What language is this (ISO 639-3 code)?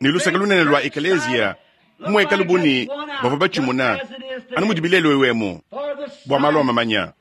lua